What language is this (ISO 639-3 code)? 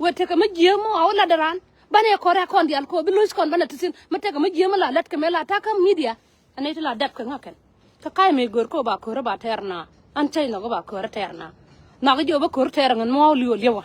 nus